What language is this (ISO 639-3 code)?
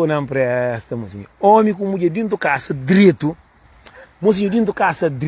kea